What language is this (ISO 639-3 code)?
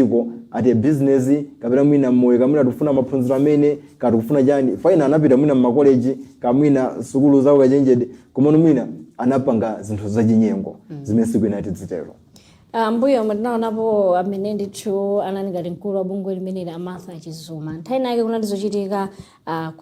nya